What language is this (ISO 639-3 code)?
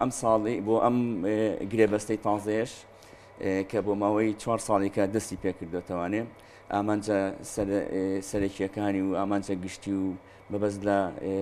ckb